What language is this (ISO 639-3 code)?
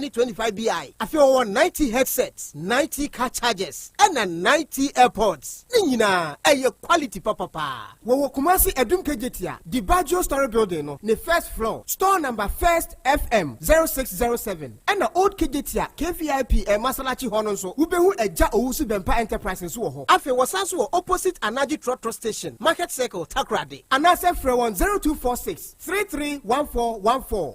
aka